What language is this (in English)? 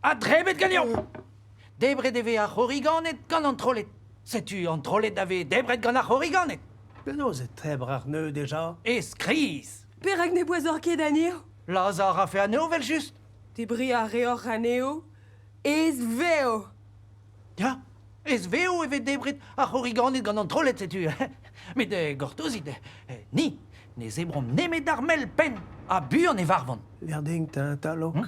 Breton